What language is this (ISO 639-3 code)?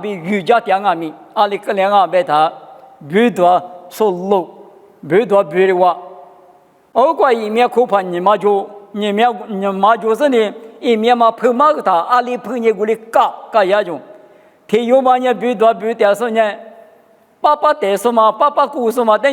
lis